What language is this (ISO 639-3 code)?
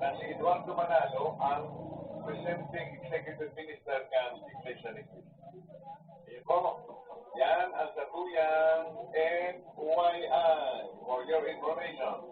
bik